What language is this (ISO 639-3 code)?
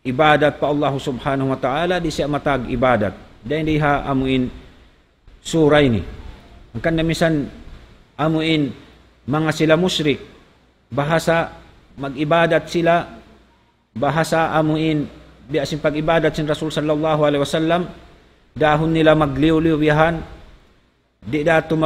tsg